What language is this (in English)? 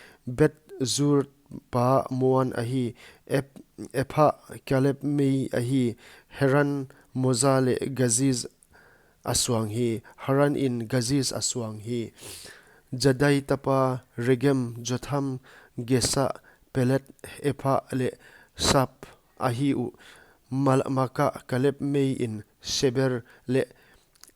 Paite Chin